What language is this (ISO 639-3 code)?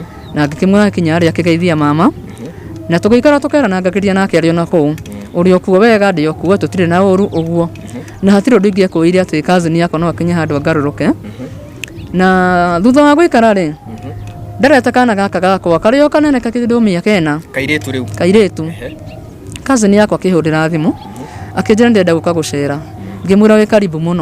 kik